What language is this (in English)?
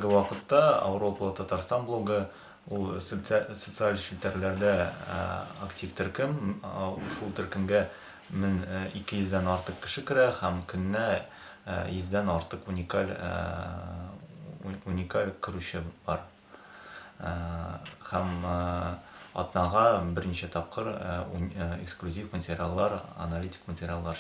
Tatar